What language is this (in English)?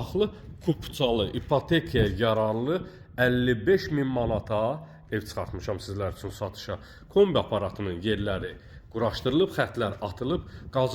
Azerbaijani